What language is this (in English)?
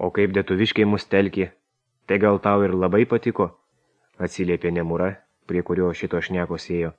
Lithuanian